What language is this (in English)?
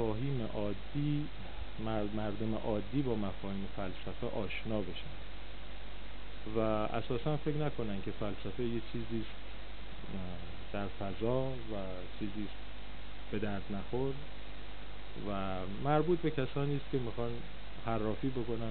Persian